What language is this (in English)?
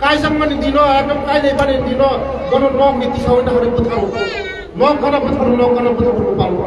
Kok Borok